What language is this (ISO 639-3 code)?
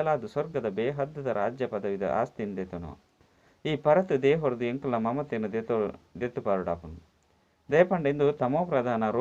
tcy